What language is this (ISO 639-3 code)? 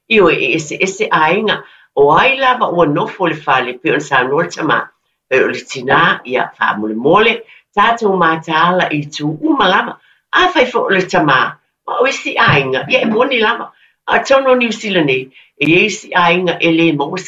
smo